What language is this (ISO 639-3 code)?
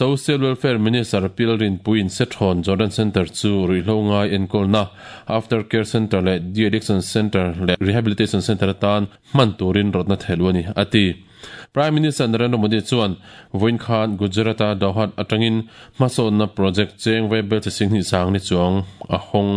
lus